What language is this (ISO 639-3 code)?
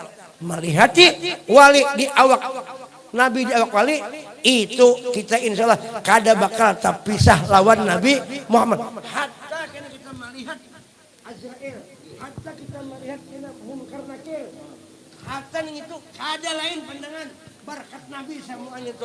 bjn